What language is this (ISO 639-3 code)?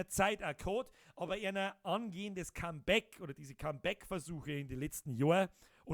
bar